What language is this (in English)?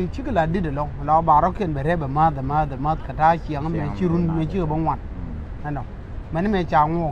Nuer